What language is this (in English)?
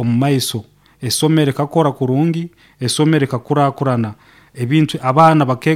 Nyoro